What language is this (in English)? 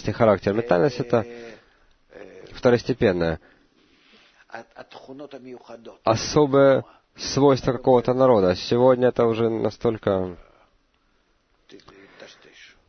Russian